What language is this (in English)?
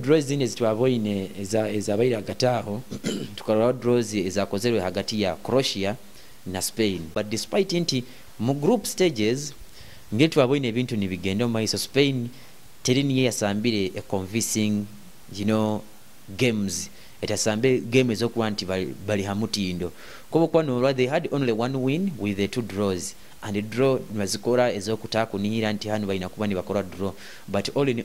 Nyoro